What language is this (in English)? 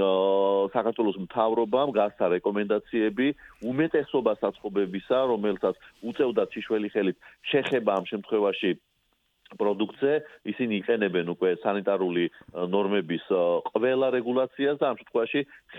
Georgian